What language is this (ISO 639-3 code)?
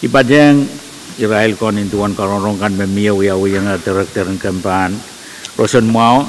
pon